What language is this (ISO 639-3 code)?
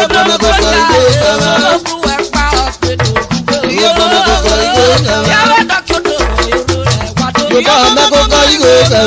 urh